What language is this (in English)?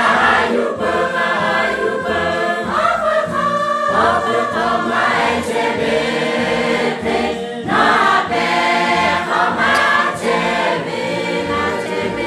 Lahu